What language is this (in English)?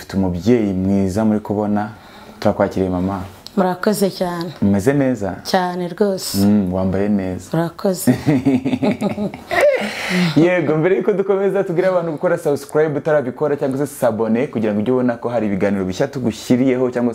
Kinyarwanda